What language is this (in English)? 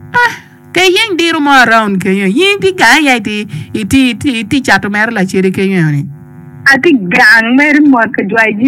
Acoli